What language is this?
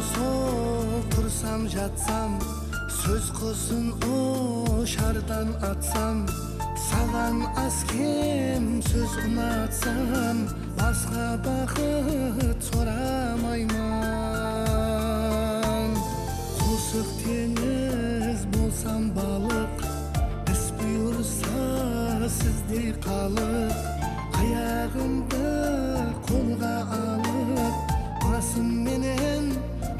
Kara-Kalpak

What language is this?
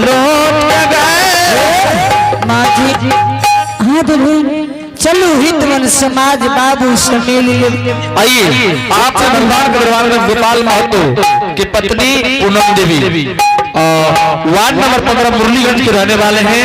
Angika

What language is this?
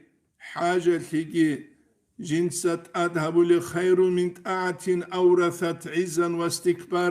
Avaric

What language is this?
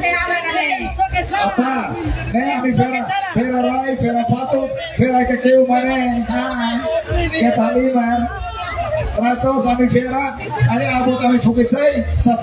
Tetum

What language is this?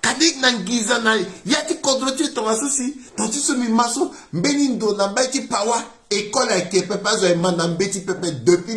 Sango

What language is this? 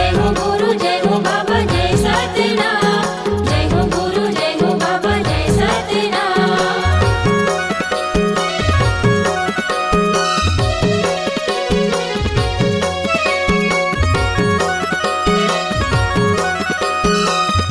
Chhattisgarhi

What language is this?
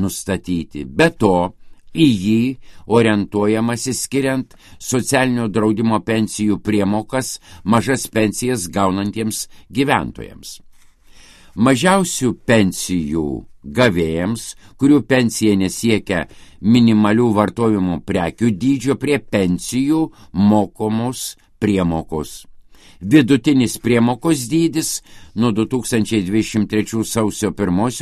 Lithuanian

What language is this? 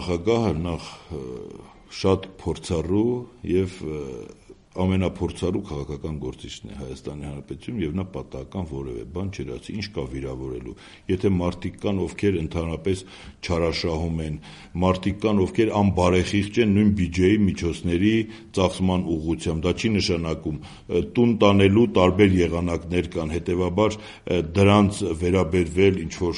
Armenian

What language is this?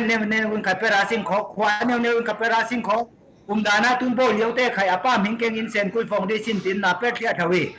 Falam Chin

